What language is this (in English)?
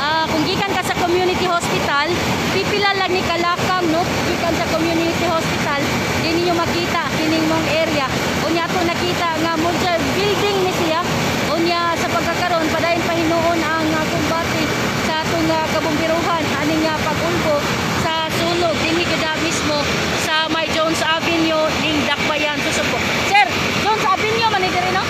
Cebuano